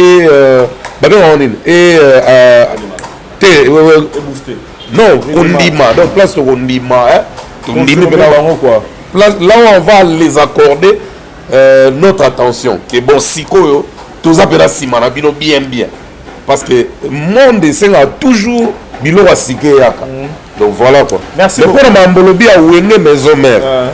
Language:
Lingala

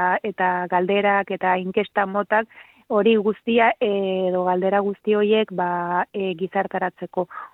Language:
Basque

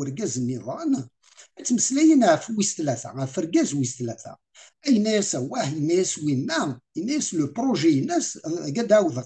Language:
Kabyle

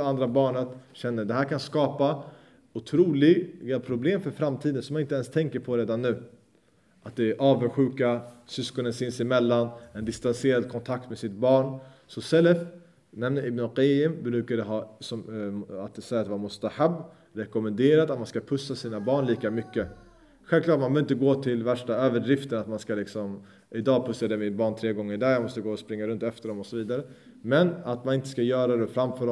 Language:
Swedish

